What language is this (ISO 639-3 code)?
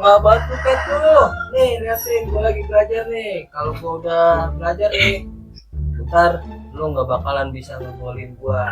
bew